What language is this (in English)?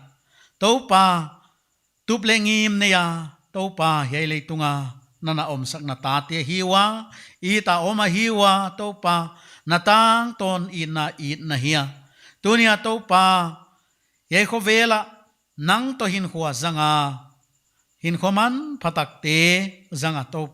Paite Chin